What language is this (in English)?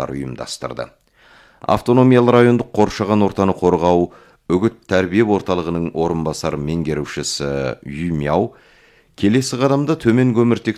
Kazakh